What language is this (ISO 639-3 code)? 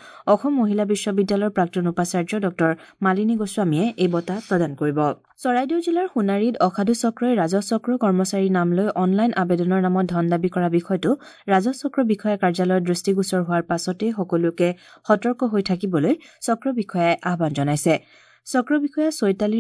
asm